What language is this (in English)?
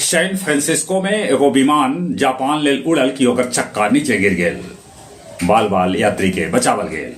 Magahi